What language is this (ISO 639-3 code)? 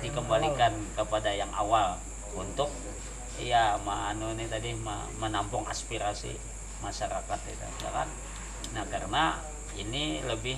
bjn